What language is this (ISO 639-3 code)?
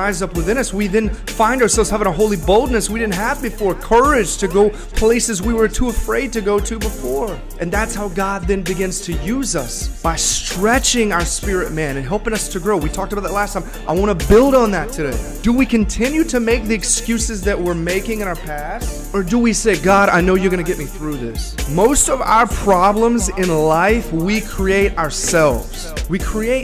eng